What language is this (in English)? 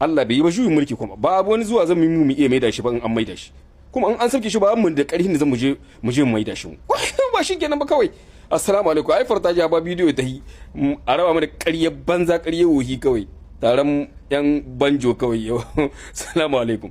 Hausa